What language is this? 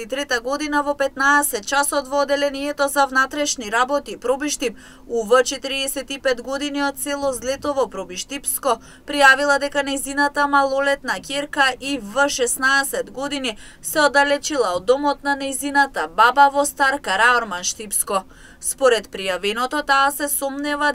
Macedonian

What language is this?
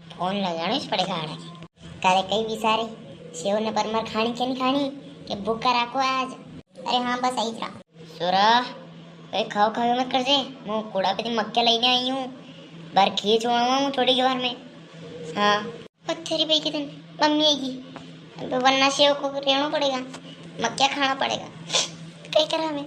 Rajasthani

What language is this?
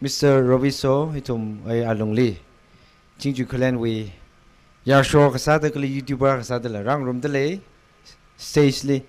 Tangkhul Naga (India)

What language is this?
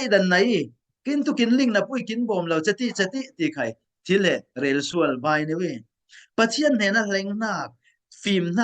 Falam Chin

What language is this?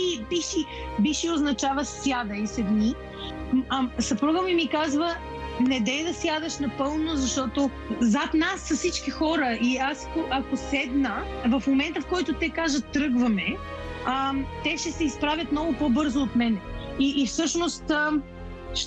Bulgarian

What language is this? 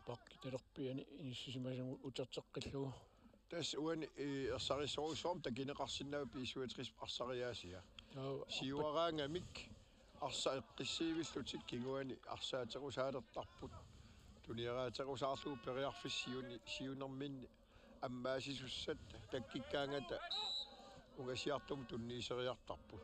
Kalaallisut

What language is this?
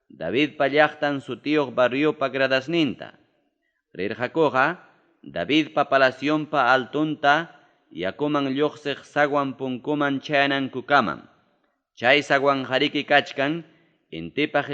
Ayacucho Quechua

